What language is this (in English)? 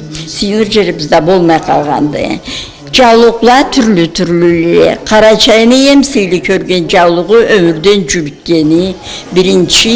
Karachay-Balkar